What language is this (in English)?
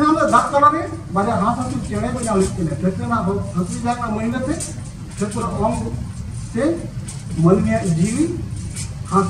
Santali